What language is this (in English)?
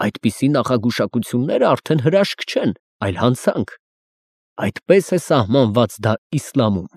Armenian